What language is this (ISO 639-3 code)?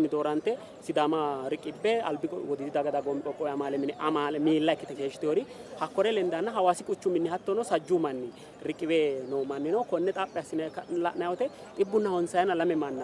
sid